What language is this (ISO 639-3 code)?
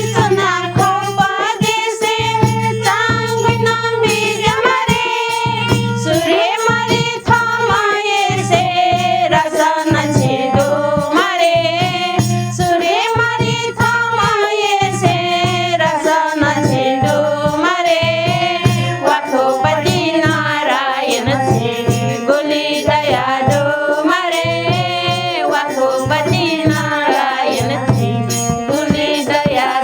new